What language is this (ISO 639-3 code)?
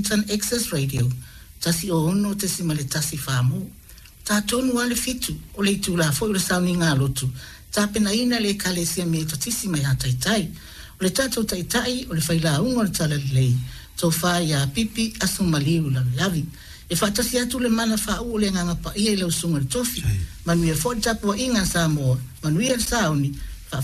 smo